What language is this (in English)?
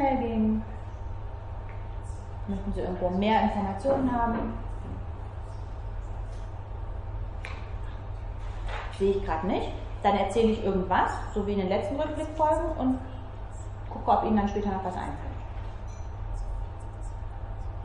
German